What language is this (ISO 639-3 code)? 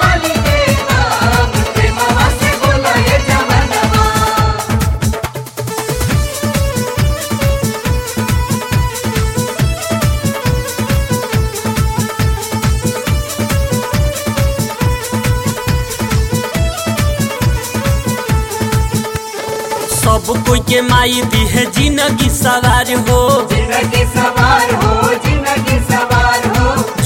bho